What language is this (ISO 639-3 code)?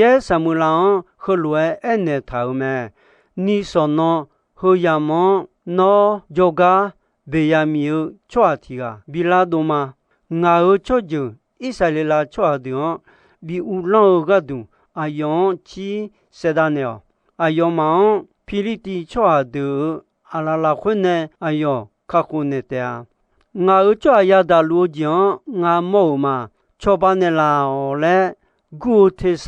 ahk